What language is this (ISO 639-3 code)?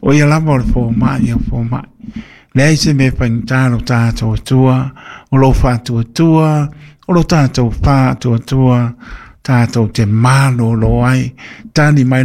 smo